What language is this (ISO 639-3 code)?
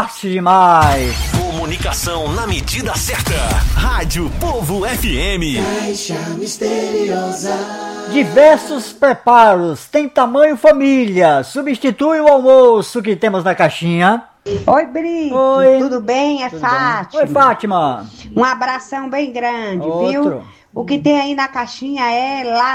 por